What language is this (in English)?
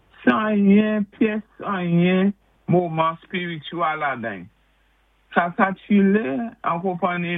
Saint Lucian Creole French